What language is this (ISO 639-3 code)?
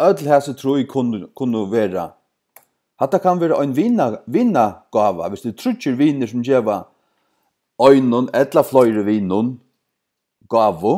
fao